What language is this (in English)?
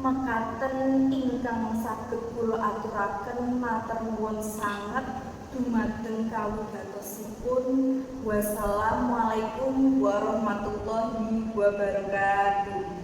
Javanese